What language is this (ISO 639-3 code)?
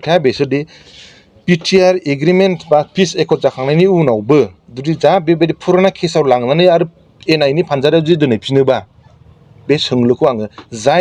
brx